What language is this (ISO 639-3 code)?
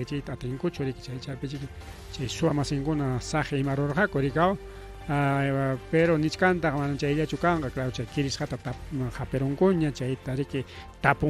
quy